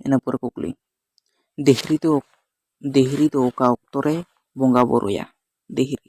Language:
Santali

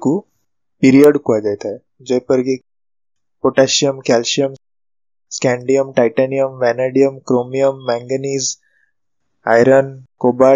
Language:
Odia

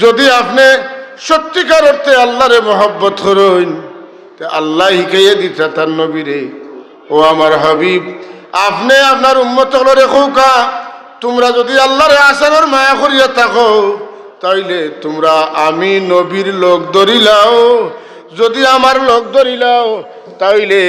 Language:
Sylheti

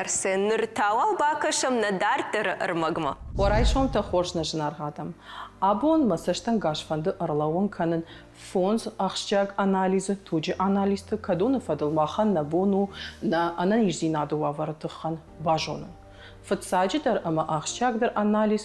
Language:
Ossetic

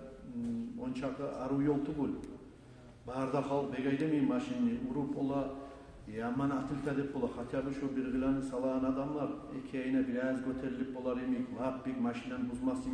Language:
Kumyk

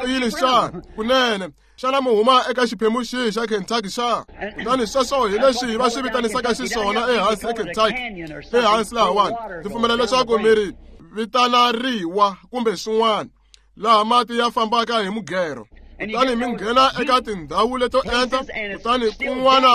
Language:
Tsonga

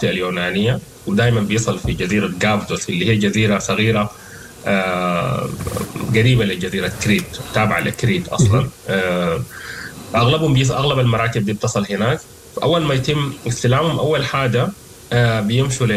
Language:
Sudanese Arabic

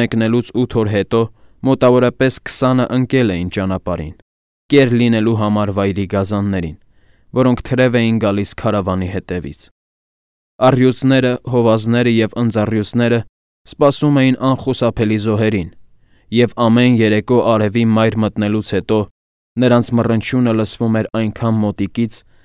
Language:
Armenian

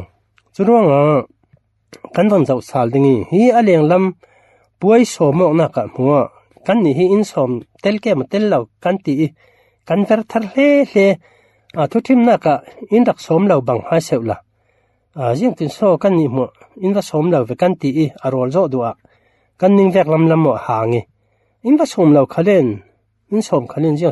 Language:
Falam Chin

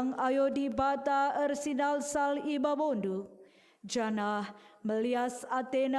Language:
Batak Karo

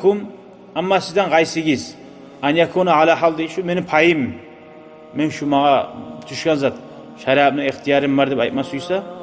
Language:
Kumyk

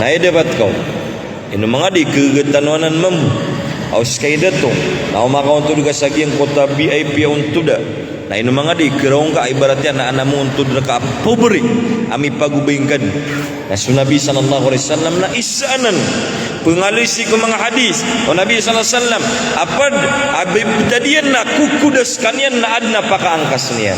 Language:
Maranao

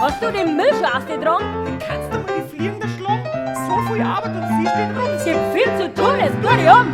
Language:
Bavarian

